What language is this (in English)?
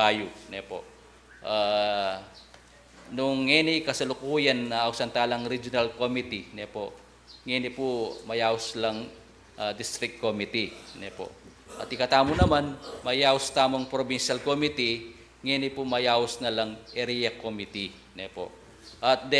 Pampanga